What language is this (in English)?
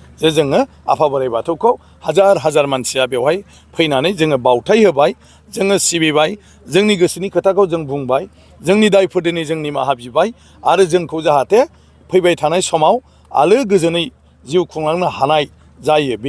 Bodo